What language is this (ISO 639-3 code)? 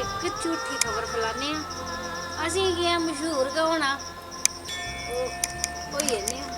doi